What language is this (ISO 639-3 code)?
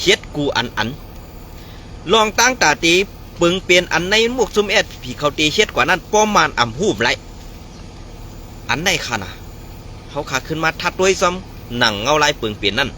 shn